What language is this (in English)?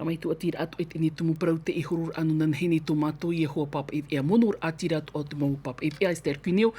Tahitian